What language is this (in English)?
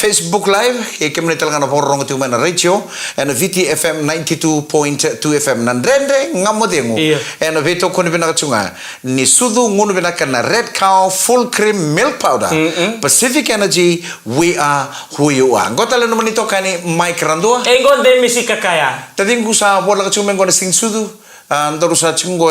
Fijian